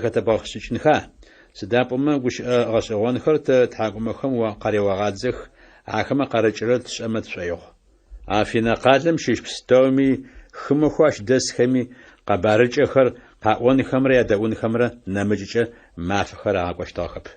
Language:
Adyghe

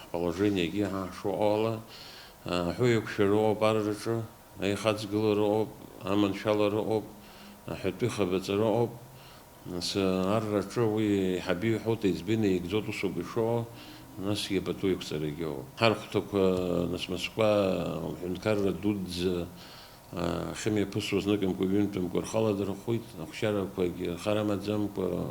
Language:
Abkhazian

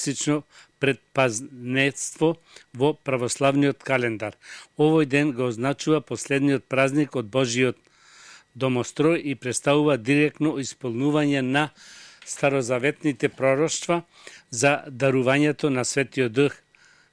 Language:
Macedonian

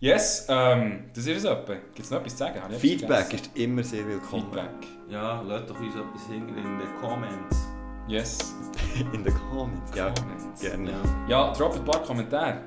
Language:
Swiss German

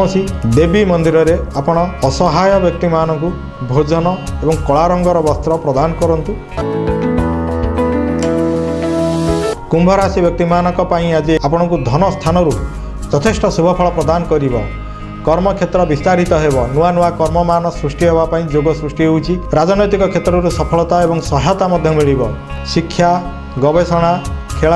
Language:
Odia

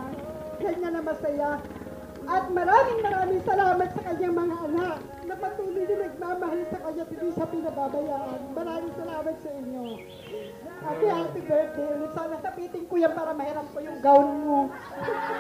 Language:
Filipino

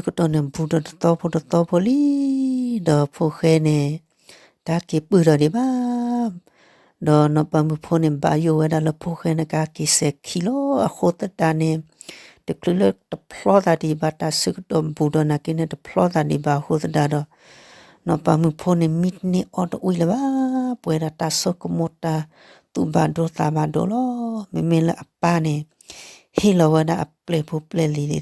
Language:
S'gaw Karen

